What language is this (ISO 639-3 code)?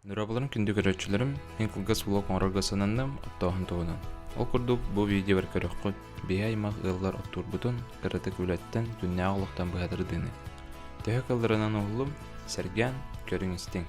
sah